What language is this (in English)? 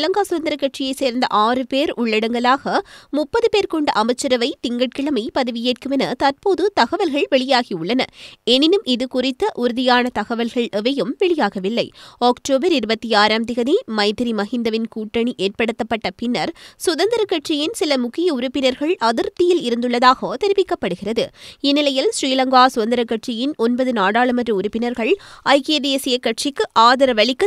Tamil